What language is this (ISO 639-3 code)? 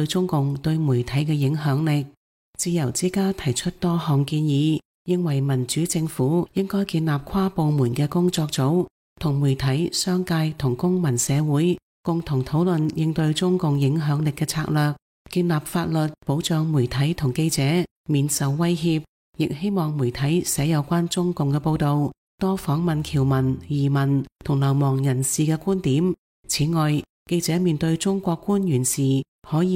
yue